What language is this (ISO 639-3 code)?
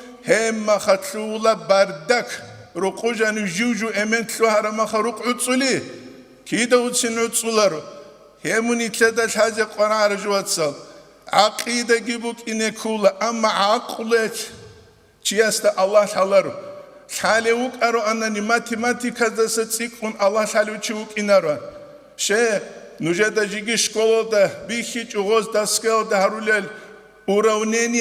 ava